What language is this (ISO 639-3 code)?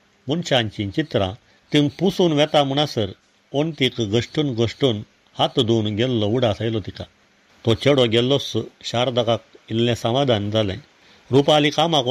kok